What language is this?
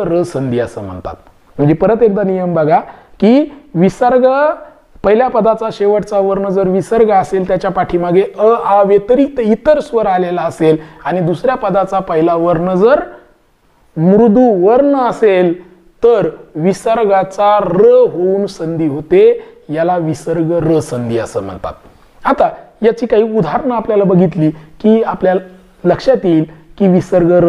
Marathi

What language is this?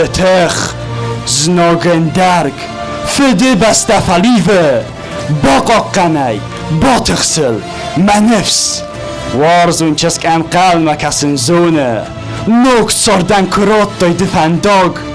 Ossetic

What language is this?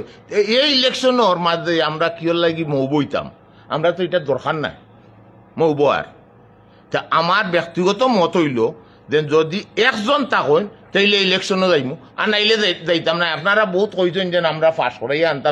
Sylheti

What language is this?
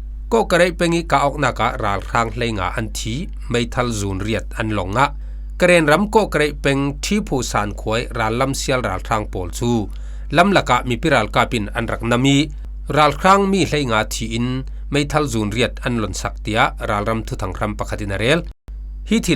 Falam Chin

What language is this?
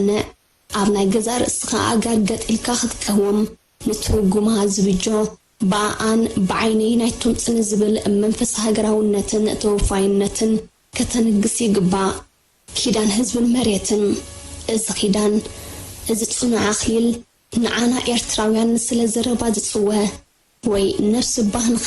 Tigrinya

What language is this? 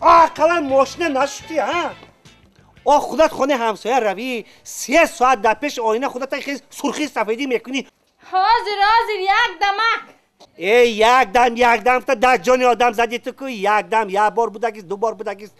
Tajik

